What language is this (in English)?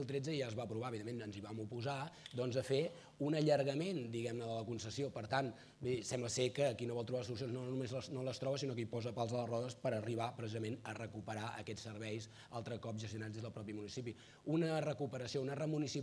Catalan